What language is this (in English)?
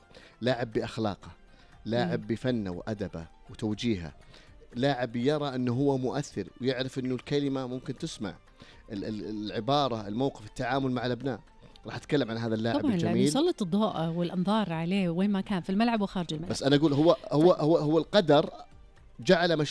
Najdi Arabic